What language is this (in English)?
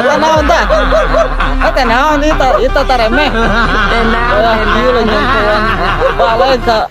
Sundanese